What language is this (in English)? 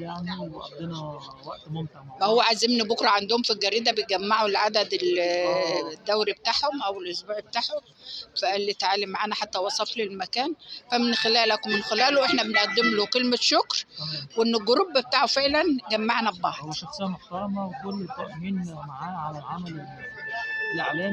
Egyptian Arabic